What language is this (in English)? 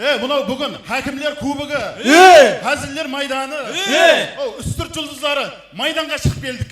Kara-Kalpak